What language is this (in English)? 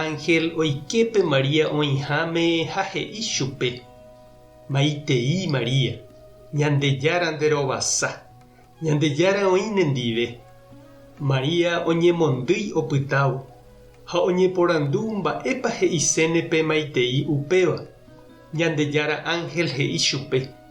Guarani